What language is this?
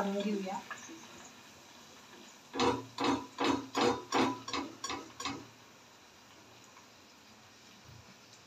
Marathi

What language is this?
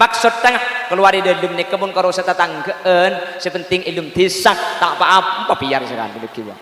Madurese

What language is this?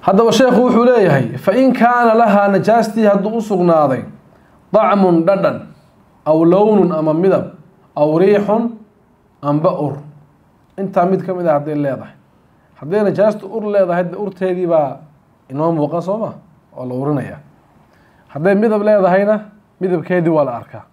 Somali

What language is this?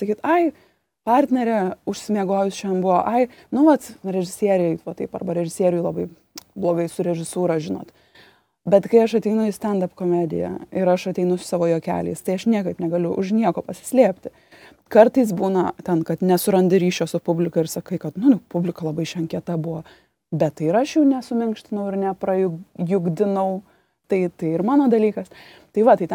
Lithuanian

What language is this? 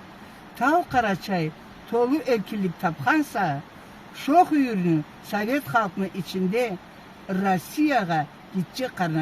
Karachay-Balkar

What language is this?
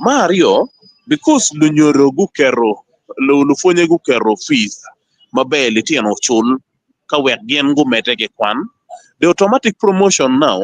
Acoli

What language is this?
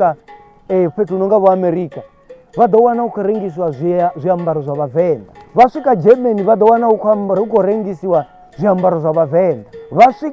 Venda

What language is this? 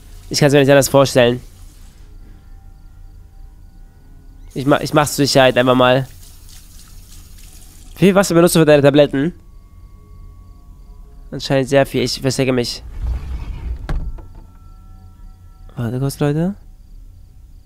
German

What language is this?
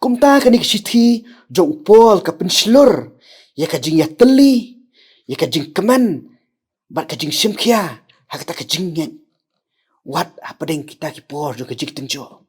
Khasi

